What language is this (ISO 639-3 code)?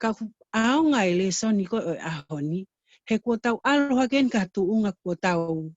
ton